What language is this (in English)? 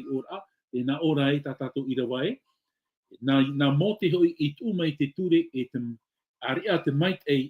Tahitian